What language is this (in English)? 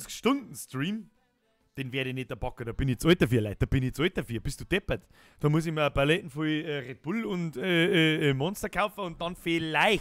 Bavarian